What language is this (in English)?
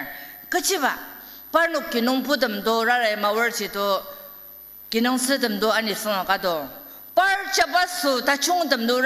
Ao Naga